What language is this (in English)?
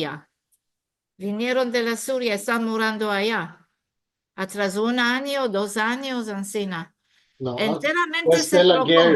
Ladino